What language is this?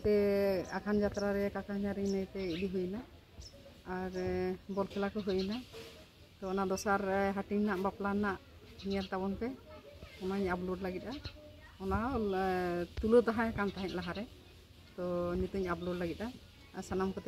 Santali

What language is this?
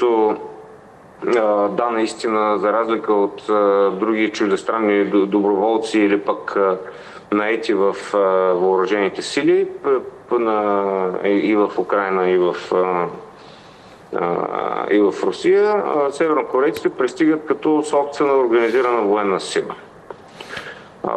Bulgarian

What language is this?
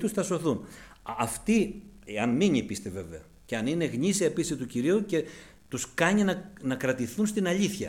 Greek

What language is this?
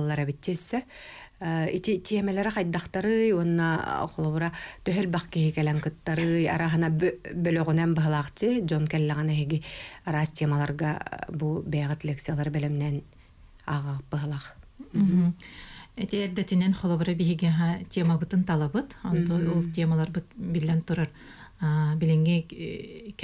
Yakut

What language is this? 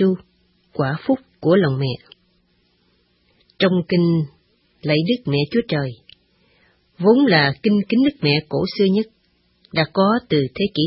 Vietnamese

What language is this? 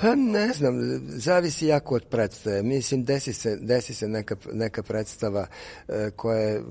Serbian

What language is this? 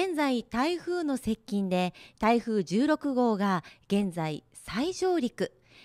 Japanese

